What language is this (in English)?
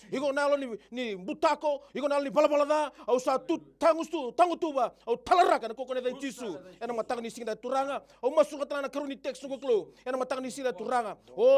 Fijian